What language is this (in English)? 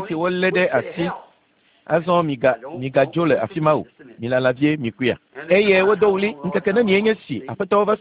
Ewe